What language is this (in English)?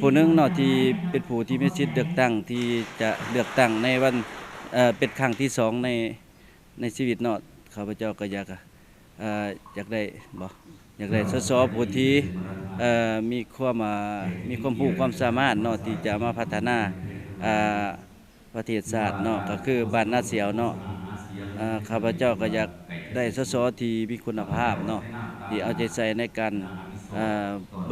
Lao